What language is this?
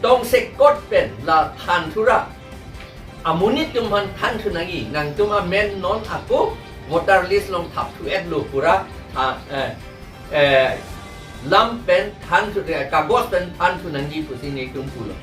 Karbi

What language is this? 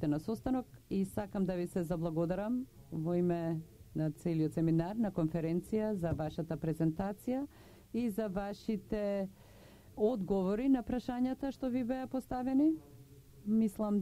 Macedonian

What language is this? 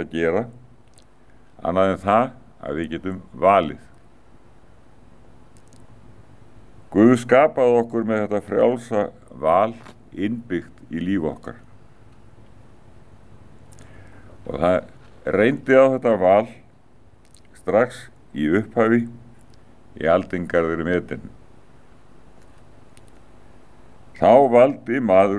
Icelandic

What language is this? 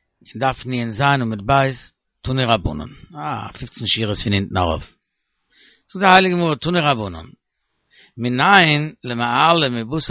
Yiddish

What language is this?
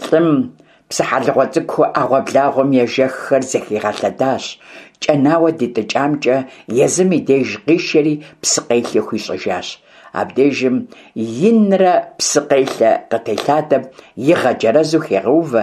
Kabardian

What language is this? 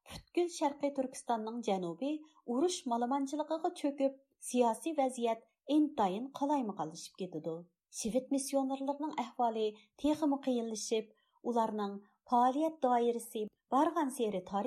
Uyghur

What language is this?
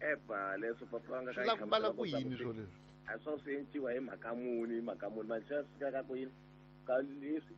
Tsonga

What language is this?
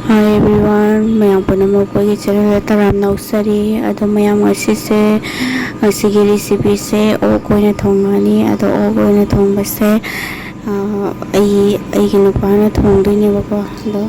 Manipuri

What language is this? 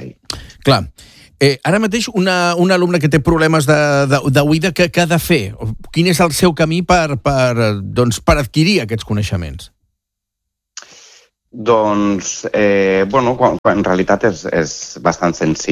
Catalan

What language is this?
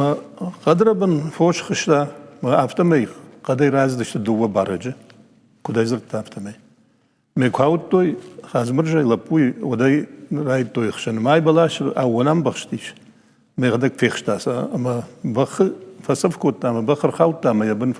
Ossetic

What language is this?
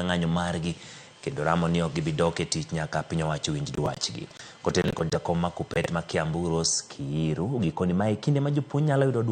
Luo (Kenya and Tanzania)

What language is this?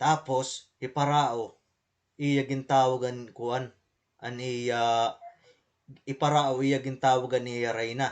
Waray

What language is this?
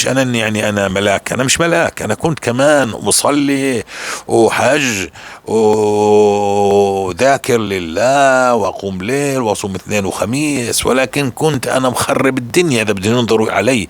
North Levantine Arabic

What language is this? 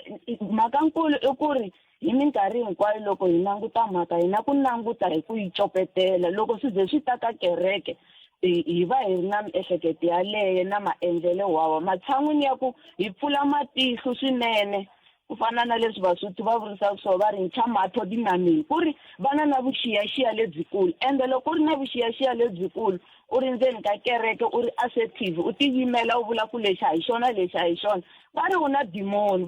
Tsonga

